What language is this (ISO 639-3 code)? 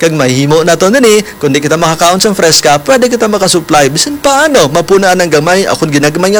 hil